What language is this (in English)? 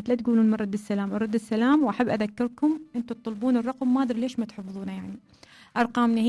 Mesopotamian Arabic